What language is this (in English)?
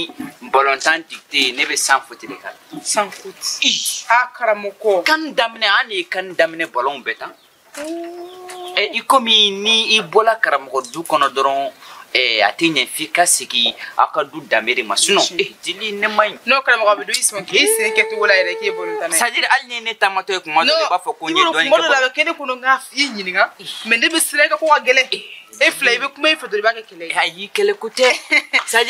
Bambara